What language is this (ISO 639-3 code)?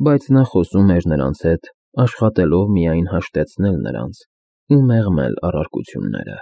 hye